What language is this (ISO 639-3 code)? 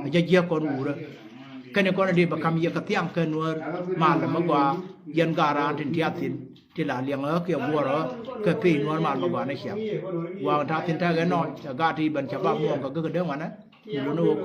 nus